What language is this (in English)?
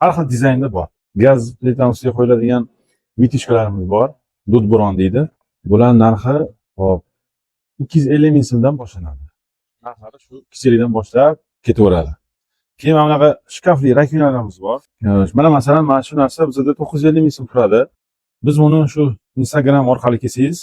Uzbek